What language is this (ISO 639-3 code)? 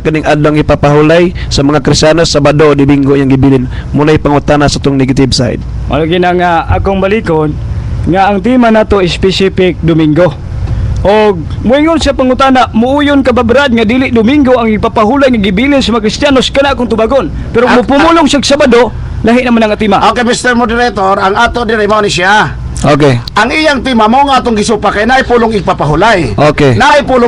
ceb